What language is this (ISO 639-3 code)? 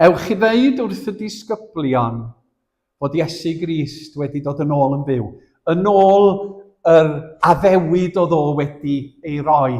cym